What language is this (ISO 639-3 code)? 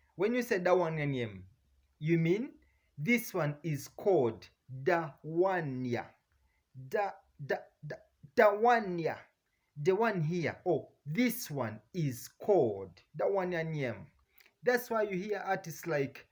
jam